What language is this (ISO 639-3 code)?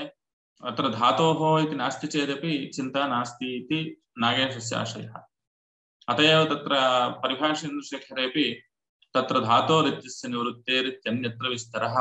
san